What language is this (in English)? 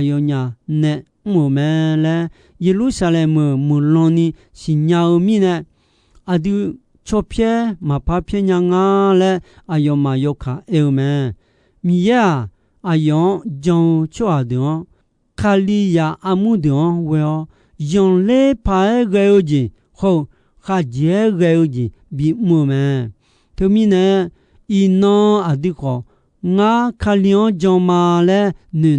Akha